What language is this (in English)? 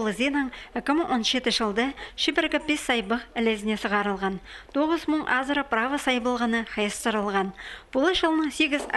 Khakas